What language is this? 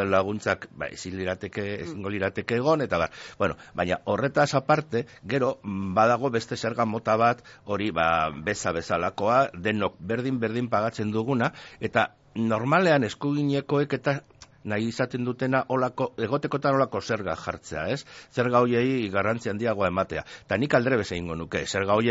Basque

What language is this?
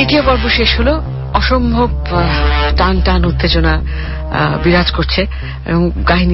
Bangla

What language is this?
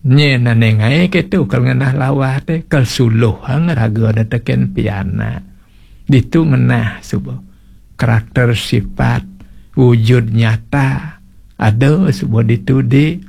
Balinese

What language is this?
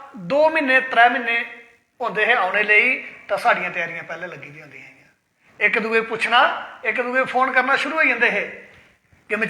Dogri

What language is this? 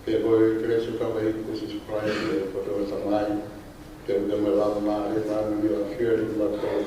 Tongan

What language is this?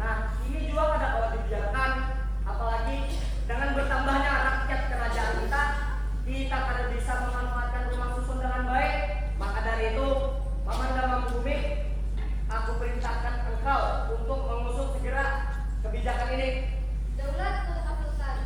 Banjar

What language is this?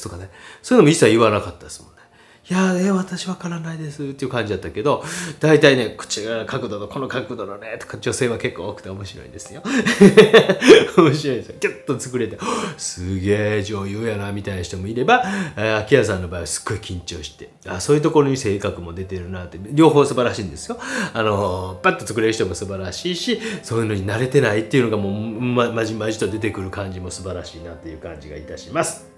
Japanese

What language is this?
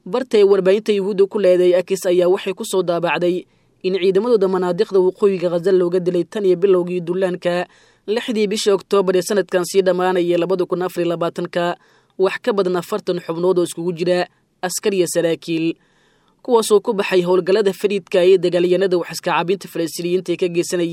Somali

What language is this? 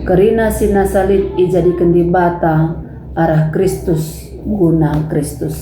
Batak Karo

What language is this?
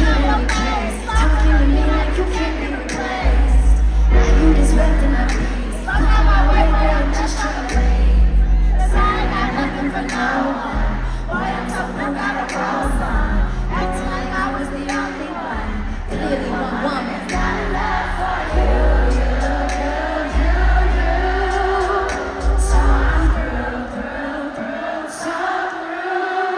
English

